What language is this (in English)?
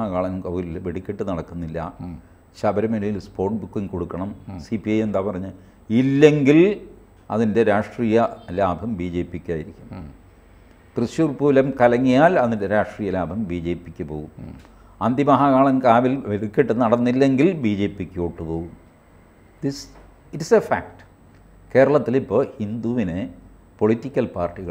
Malayalam